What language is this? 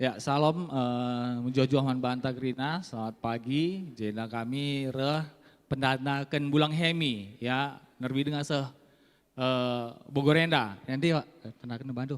Batak Karo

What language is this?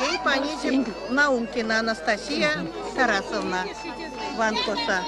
Erzya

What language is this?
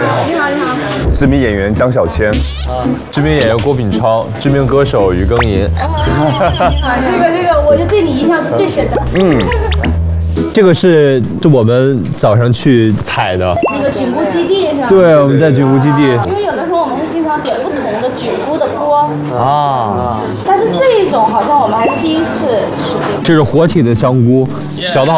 Chinese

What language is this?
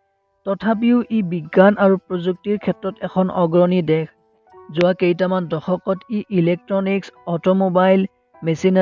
Assamese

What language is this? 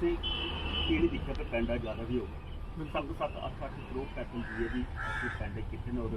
Dogri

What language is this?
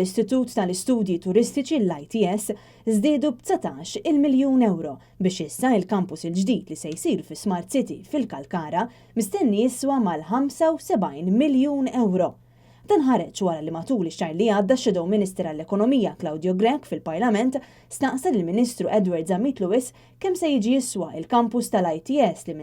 Maltese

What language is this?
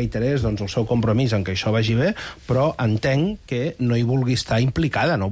Catalan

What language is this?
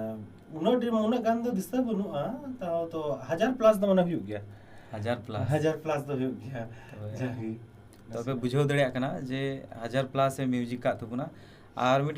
Santali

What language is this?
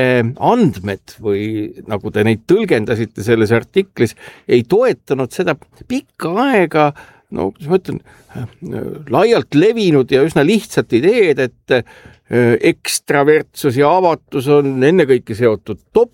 Estonian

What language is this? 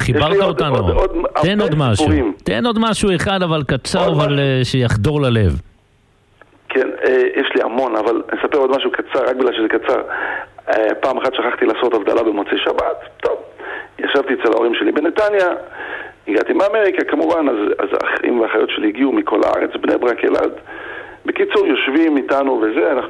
Hebrew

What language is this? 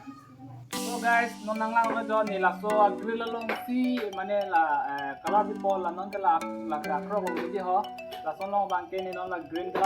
Karbi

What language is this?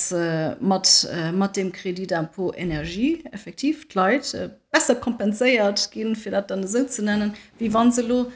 Luxembourgish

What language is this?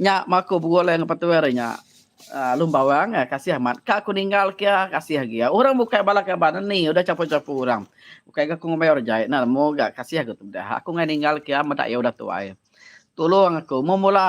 Iban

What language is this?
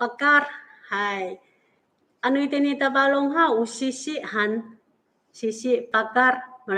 Amis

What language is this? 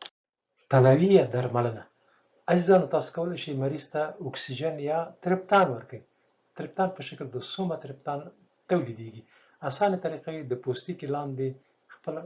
Pashto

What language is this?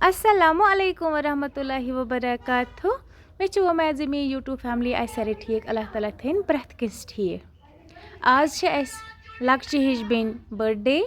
Kashmiri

